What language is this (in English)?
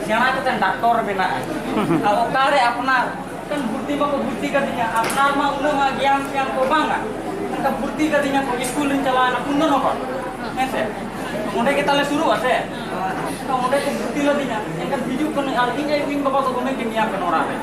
Santali